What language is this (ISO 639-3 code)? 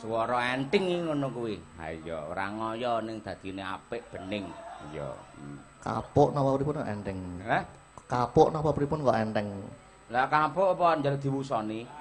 jav